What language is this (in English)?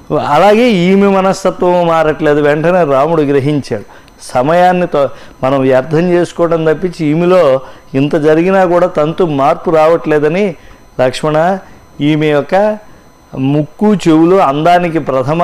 Telugu